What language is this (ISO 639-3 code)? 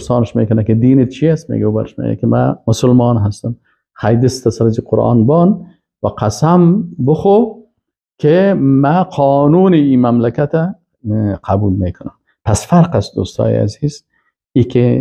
fas